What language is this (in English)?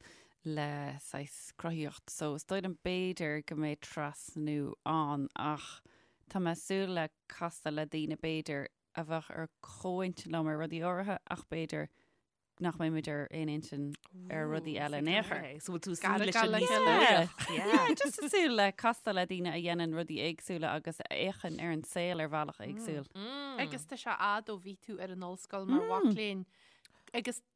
Irish